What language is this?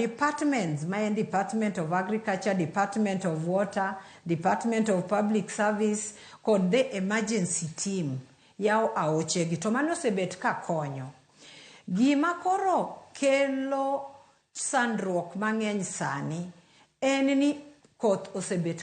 Luo (Kenya and Tanzania)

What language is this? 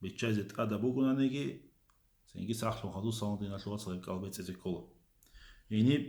Avaric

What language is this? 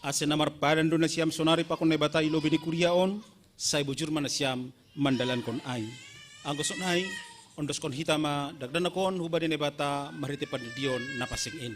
Batak Simalungun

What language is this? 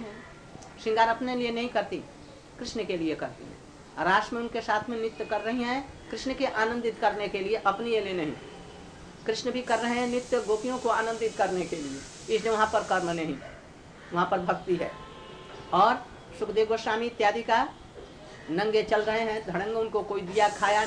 Hindi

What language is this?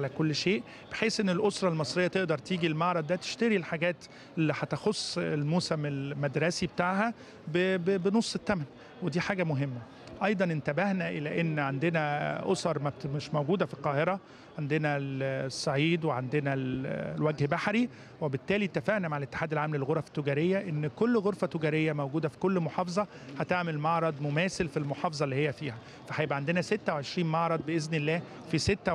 Egyptian Arabic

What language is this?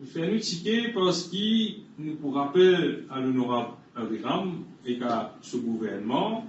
Morisyen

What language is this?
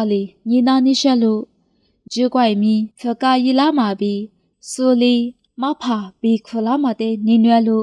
Lisu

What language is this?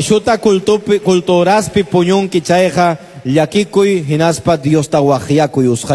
Quechua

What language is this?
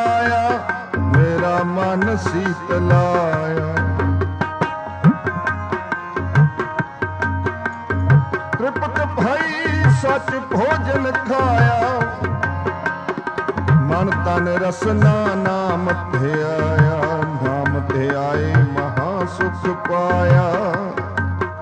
Punjabi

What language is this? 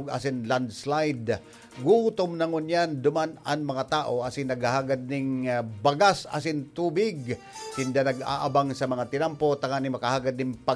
Bikol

